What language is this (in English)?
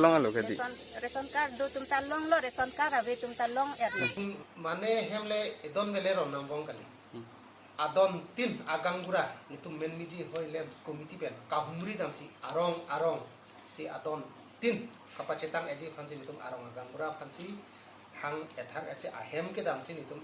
Karbi